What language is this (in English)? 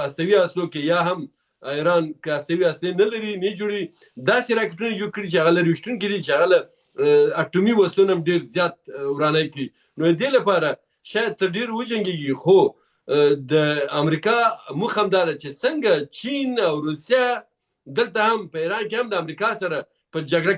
Pashto